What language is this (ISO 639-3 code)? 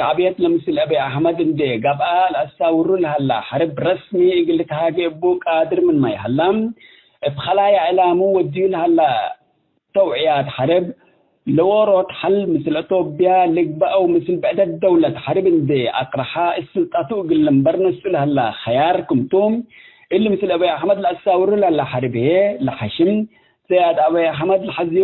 tig